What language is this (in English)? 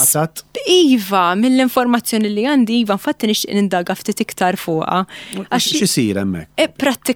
Maltese